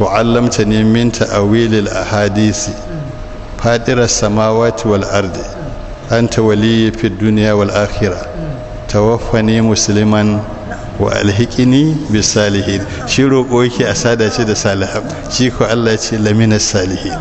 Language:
Hausa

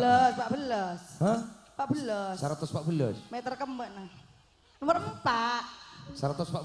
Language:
Madurese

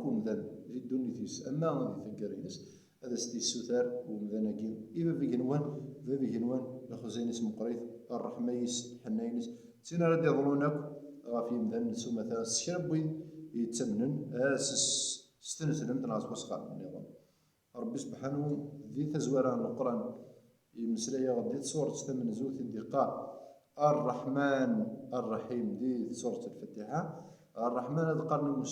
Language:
Kabyle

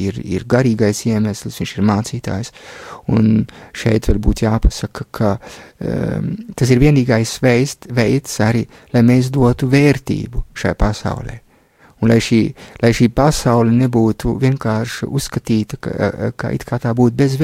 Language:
Latvian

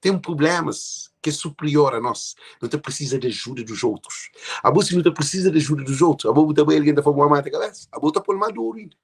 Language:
Kabuverdianu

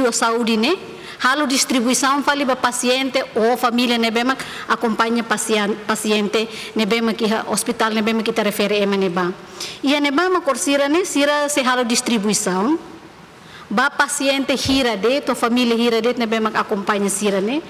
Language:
Tetum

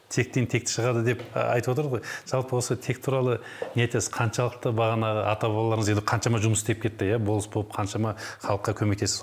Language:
Kazakh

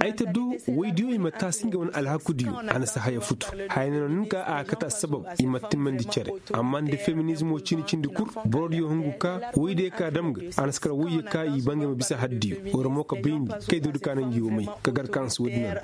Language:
Koyraboro Senni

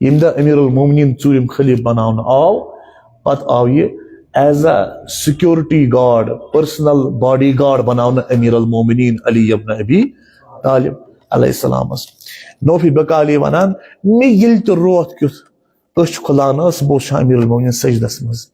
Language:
Kashmiri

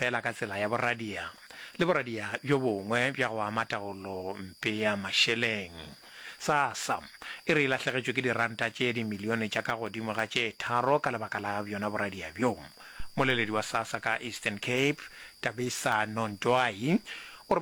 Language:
Northern Sotho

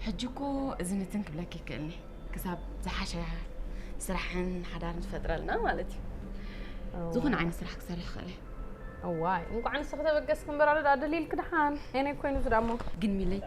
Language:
Tigrinya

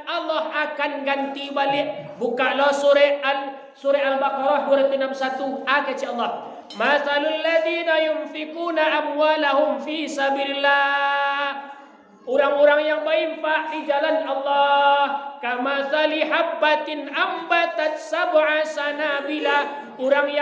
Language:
Minangkabau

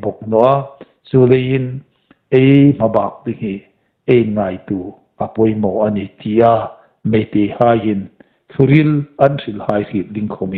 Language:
Hmar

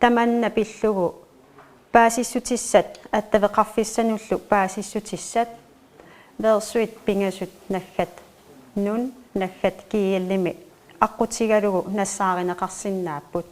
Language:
Kalaallisut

